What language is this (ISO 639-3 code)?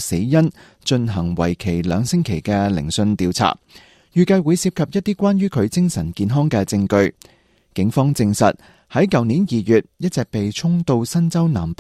yue